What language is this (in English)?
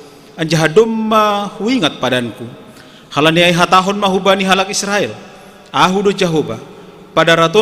Batak Simalungun